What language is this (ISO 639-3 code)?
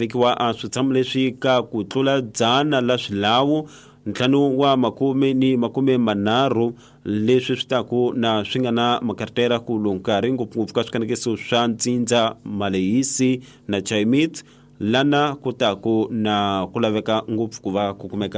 tso